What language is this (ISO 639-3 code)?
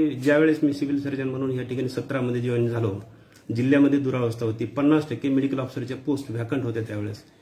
mar